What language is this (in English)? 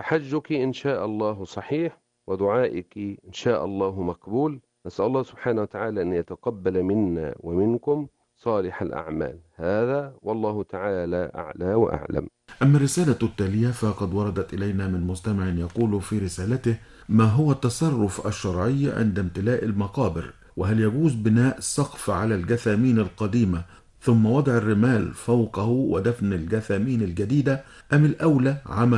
Arabic